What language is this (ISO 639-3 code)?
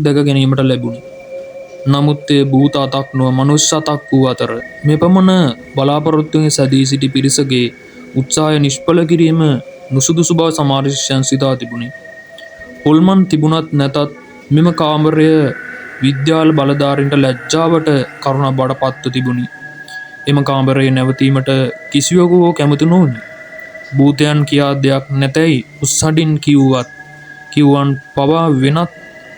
sin